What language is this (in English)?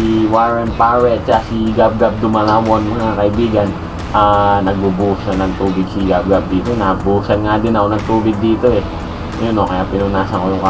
Filipino